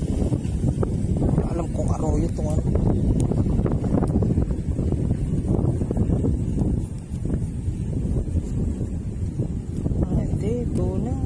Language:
Filipino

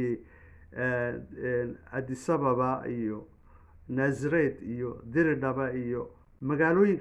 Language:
Somali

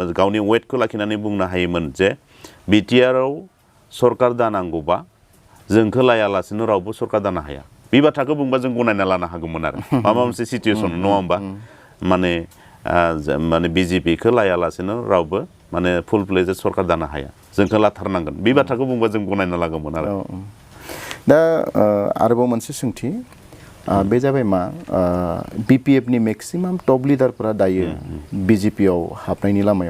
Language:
Bodo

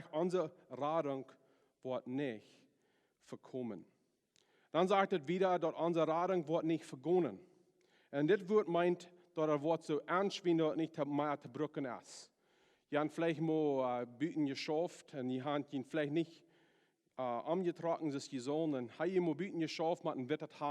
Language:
Plautdietsch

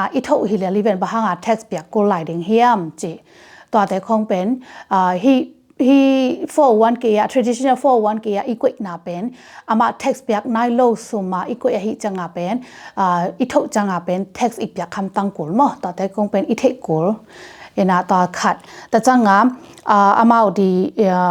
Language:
Tedim Chin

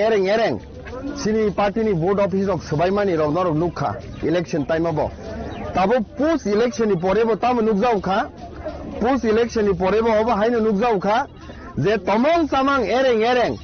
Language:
Kok Borok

